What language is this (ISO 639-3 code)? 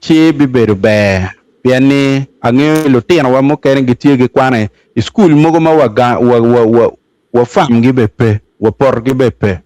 ach